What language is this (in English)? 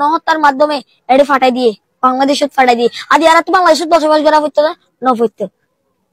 Rohingya